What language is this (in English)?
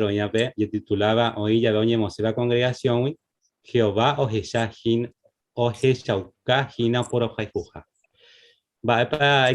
Guarani